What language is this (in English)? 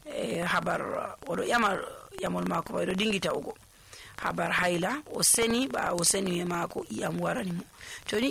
Nigerian Fulfulde